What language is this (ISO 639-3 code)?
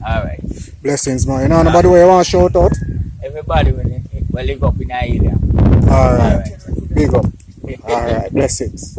jam